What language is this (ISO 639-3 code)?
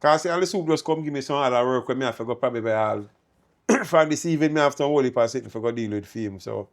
jam